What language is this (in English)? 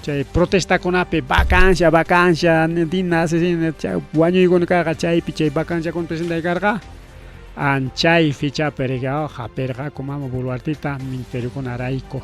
Ayacucho Quechua